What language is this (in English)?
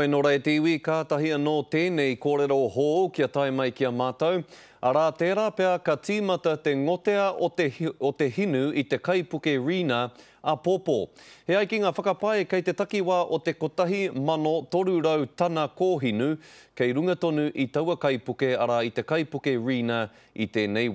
Māori